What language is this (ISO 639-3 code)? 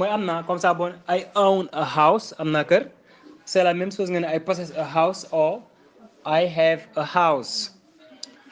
wol